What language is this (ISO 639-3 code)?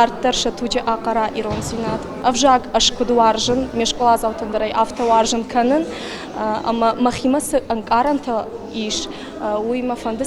oss